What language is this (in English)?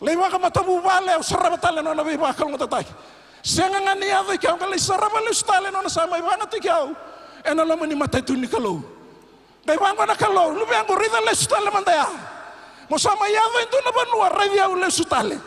Fijian